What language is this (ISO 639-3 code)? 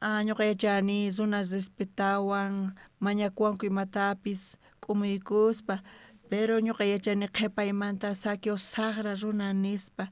quh